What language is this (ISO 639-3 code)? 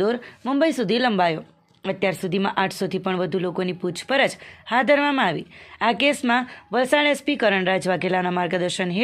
guj